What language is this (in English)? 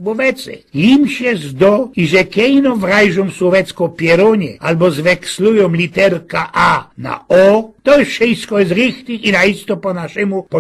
Silesian